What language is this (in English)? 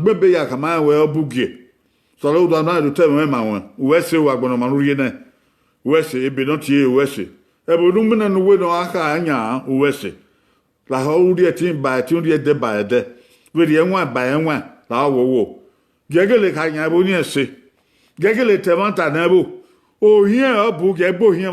Bini